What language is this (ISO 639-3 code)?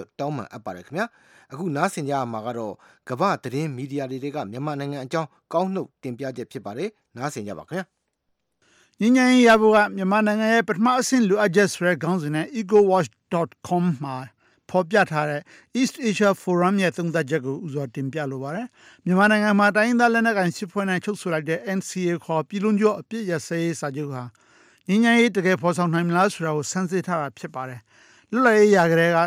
mya